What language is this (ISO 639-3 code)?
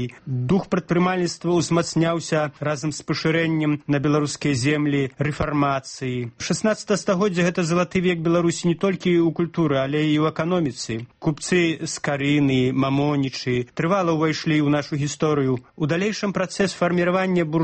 bel